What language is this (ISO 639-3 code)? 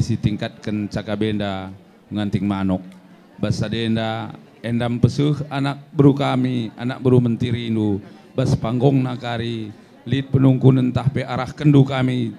btx